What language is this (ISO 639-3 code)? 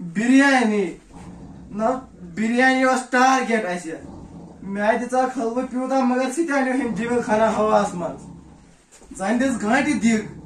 kas